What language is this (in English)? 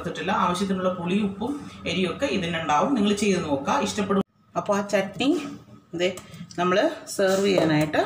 Malayalam